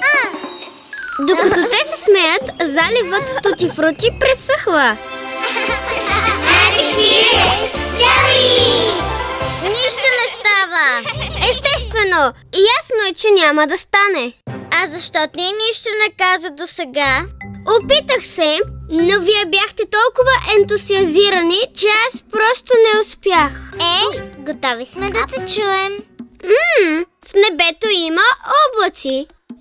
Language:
Bulgarian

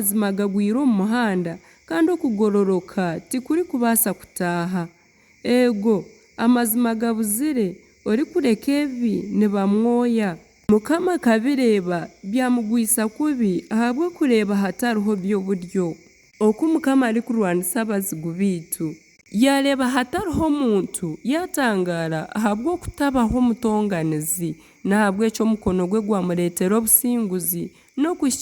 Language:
Nyankole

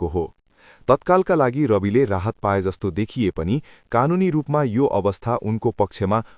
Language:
Nepali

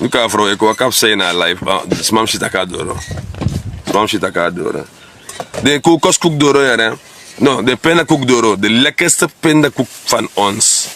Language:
Sranan Tongo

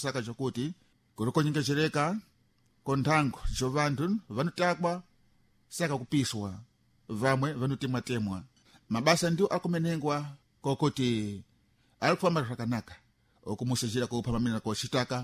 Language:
Sena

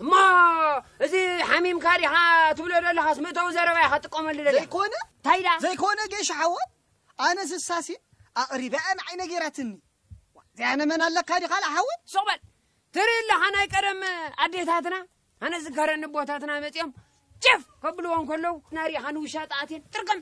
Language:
Tigrinya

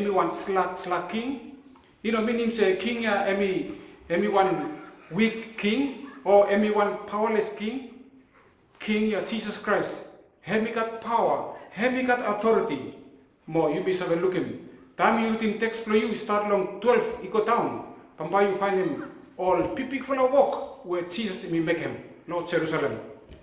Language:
Bislama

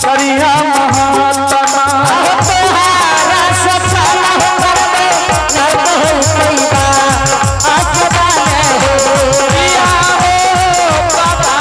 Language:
Angika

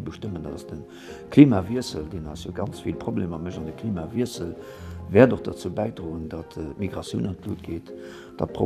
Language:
Luxembourgish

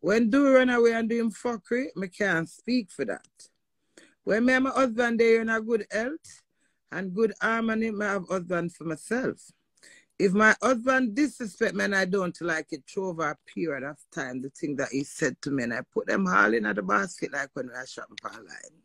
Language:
Jamaican Creole English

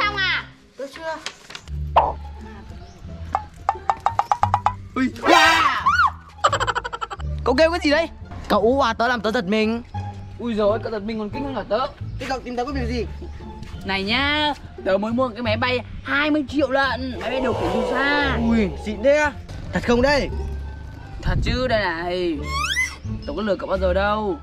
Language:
Vietnamese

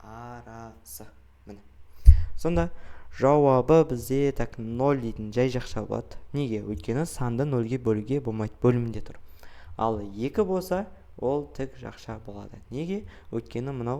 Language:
Kazakh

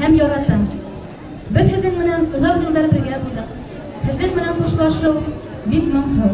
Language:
Bashkir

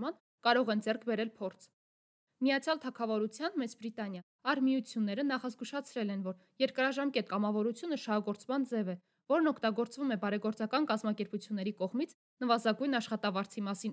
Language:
Armenian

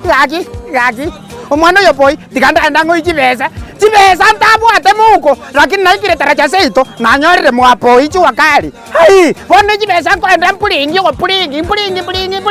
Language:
Gusii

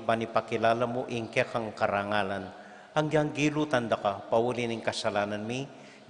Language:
Pampanga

